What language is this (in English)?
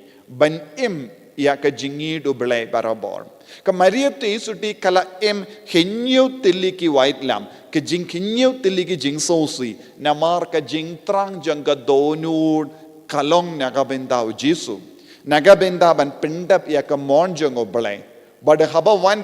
Khasi